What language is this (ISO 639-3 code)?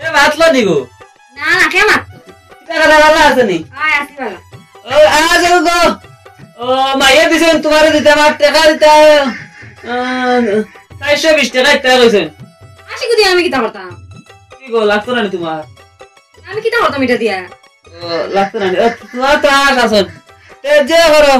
syl